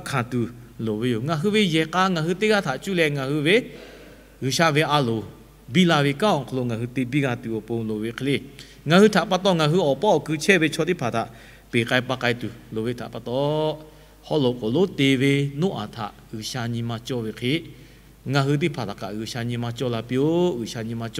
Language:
Lahu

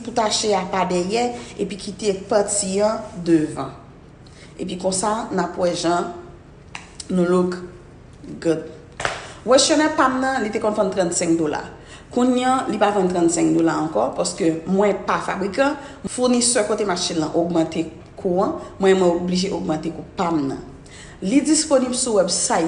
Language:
Haitian Creole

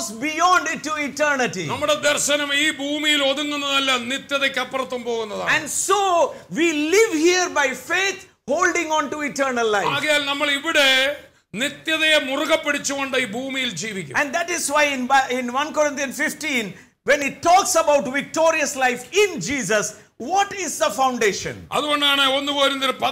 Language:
Malayalam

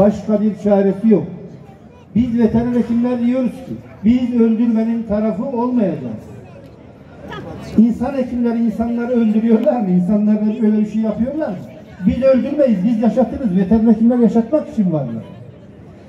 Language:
Turkish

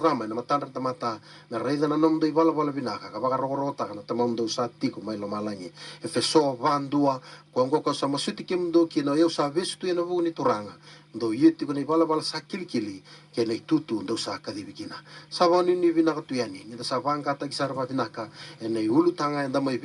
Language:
Fijian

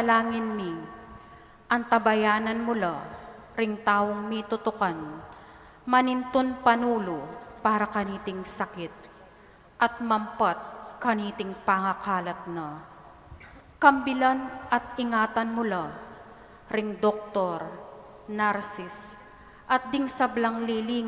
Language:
Pampanga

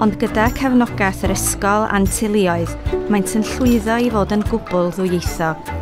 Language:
Welsh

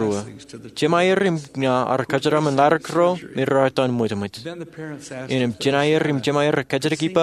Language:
Marshallese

